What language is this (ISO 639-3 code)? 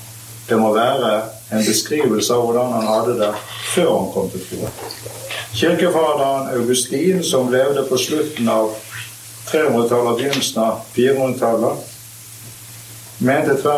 nor